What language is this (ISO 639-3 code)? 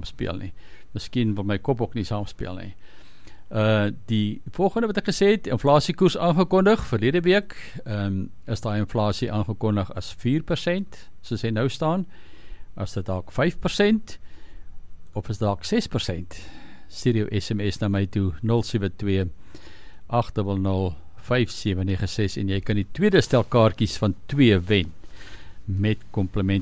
afr